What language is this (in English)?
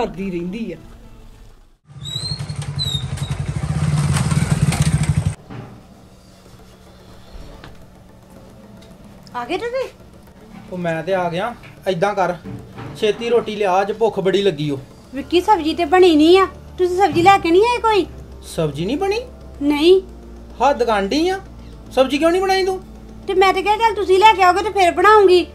Punjabi